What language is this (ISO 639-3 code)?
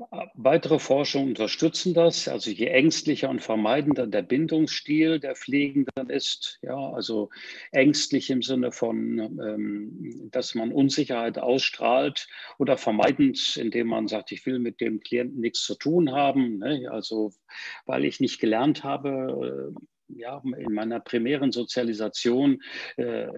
deu